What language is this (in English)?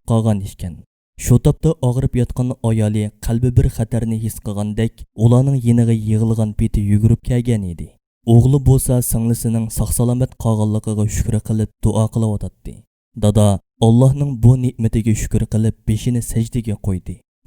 Uyghur